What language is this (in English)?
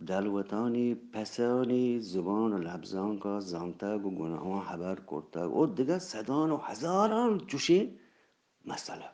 Eastern Balochi